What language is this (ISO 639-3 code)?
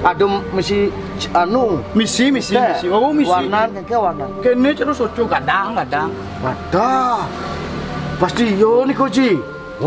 ban